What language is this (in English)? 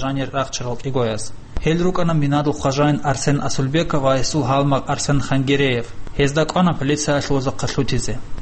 Avaric